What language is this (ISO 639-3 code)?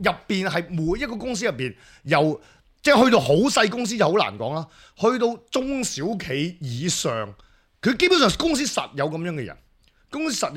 yue